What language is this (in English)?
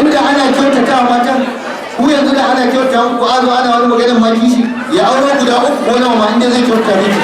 Hausa